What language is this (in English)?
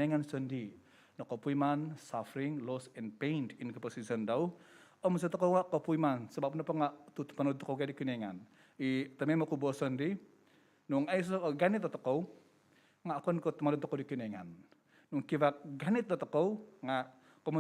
Central Dusun